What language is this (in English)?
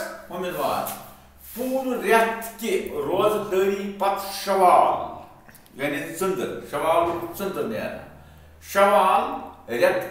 Kashmiri